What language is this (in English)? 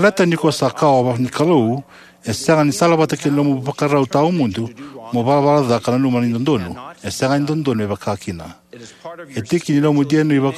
Fijian